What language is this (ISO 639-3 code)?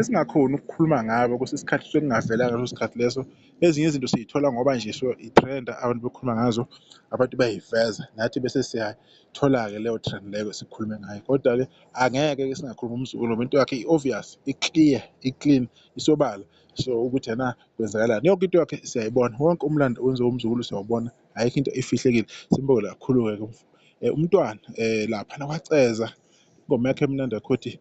zul